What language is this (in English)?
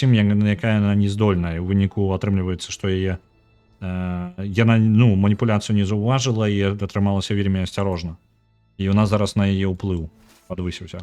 Belarusian